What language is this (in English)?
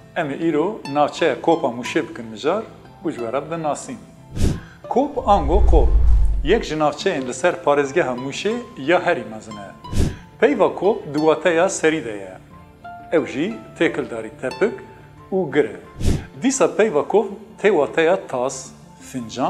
Kurdish